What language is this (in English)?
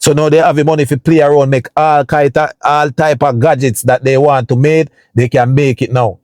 Jamaican Creole English